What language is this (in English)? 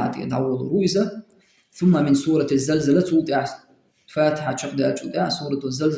Chechen